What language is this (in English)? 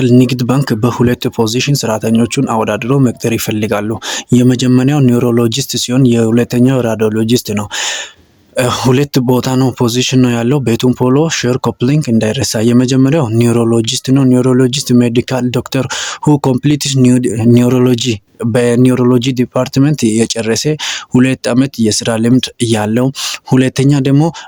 Amharic